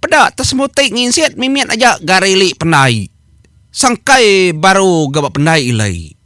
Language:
Iban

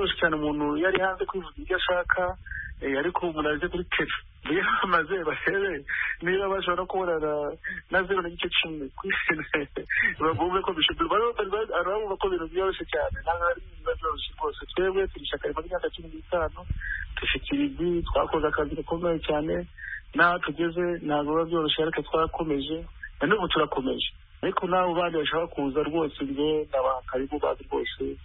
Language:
Kinyarwanda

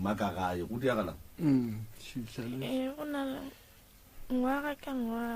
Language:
Northern Sotho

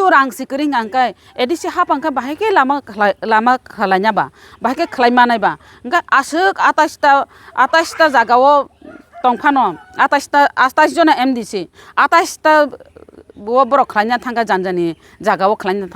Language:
Kok Borok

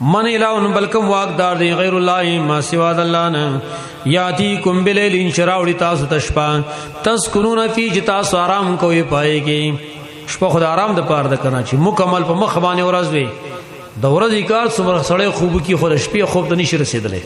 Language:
Pashto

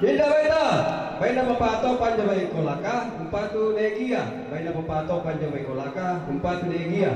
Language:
Toraja-Sa'dan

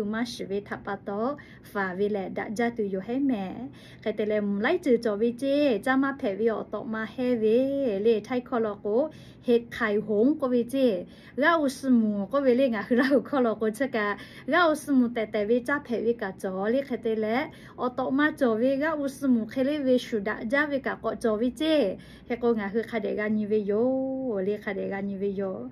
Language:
Lahu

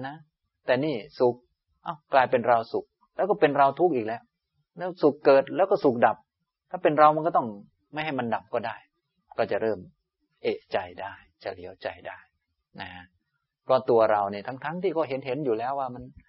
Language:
Thai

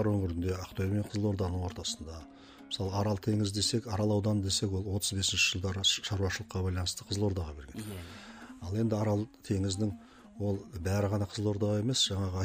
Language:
Kazakh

